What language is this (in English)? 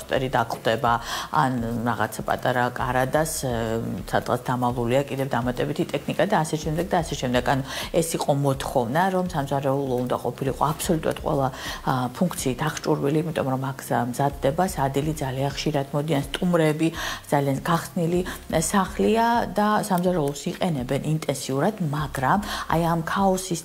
Georgian